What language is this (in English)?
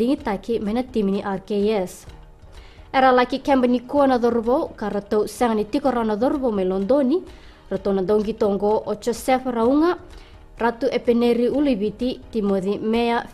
Fijian